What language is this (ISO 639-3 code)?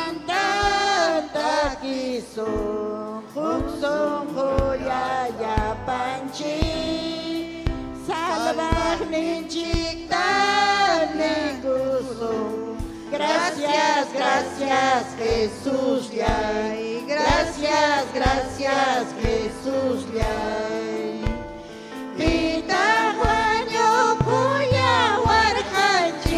quy